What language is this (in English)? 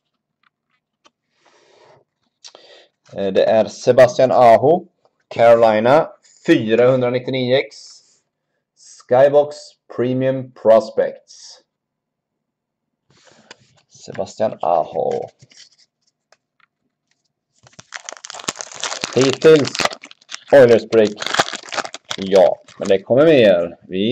Swedish